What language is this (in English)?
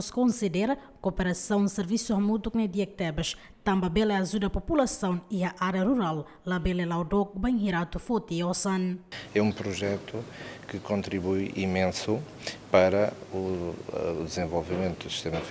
Tetum